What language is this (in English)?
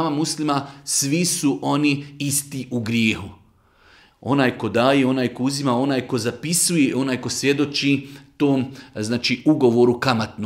Bosnian